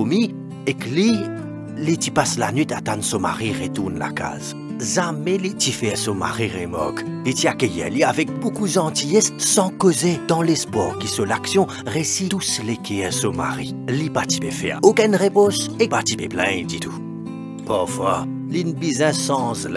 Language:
Morisyen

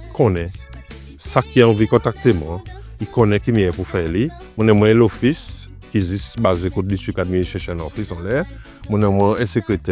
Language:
Seselwa Creole French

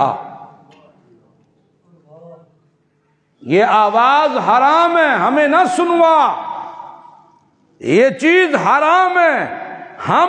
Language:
Urdu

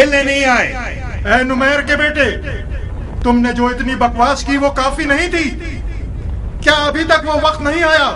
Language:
Urdu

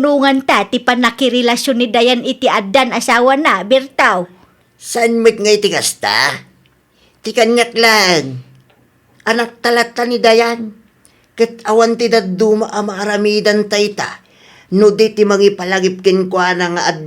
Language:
Iloko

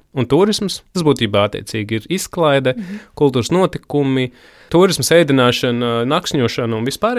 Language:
Latvian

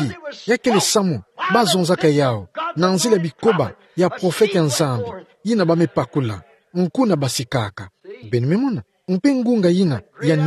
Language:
Kituba (Democratic Republic of Congo)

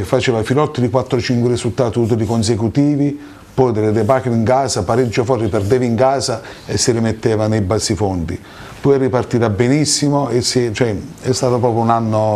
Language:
Italian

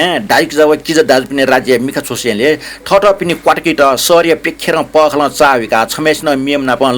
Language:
Newari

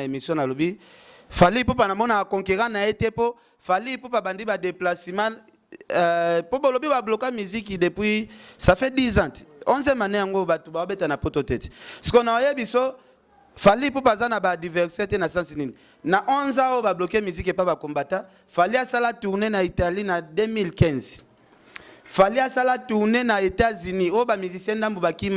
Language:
Lingala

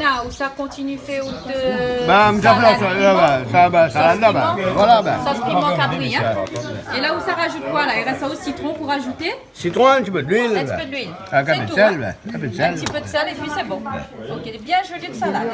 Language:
Réunion Creole French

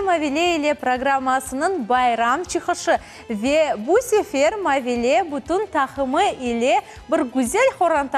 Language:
Crimean Tatar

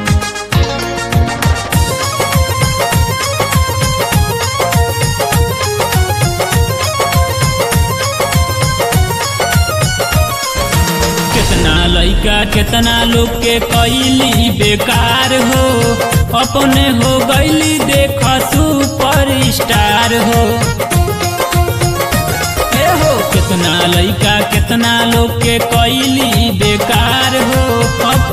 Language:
Bhojpuri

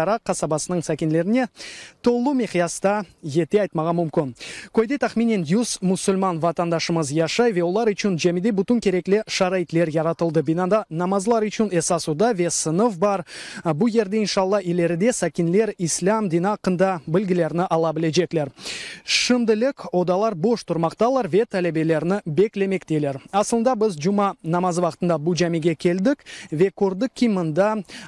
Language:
Crimean Tatar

